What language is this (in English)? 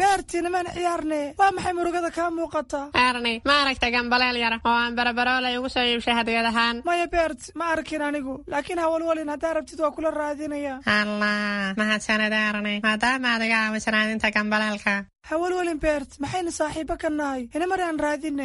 Somali